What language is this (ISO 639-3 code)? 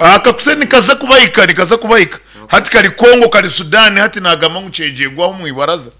nyn